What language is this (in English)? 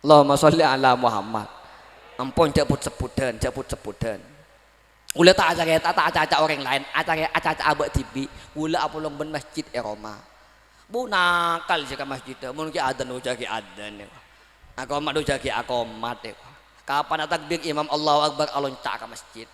Madurese